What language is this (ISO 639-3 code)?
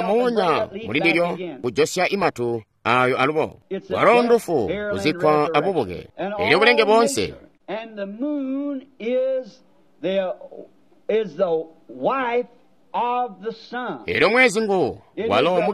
toi